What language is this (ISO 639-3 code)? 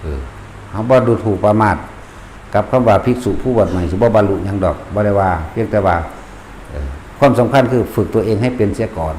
tts